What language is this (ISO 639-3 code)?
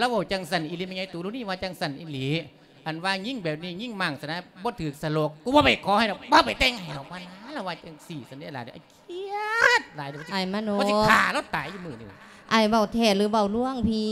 lao